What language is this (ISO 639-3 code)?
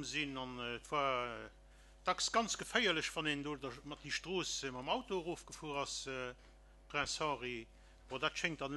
ltz